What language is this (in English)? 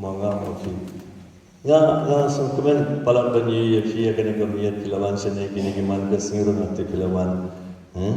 Khasi